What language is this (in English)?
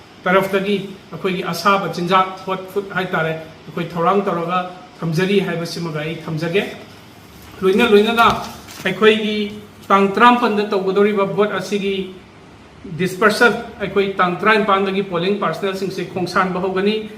Manipuri